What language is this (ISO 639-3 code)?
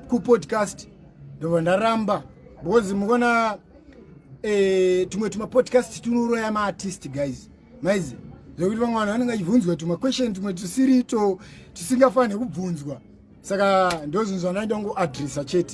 sna